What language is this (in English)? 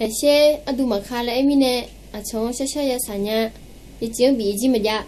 Akha